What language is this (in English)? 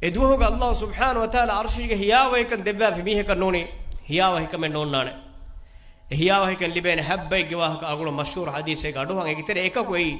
Divehi